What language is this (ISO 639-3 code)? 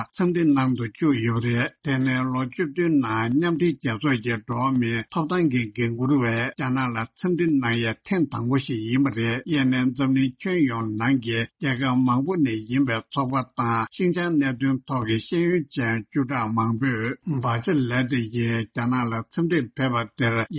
bod